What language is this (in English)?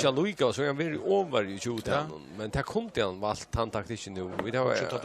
Faroese